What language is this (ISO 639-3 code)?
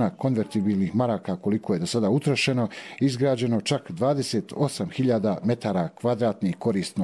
bos